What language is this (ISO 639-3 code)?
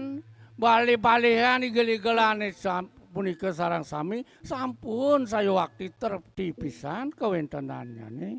ban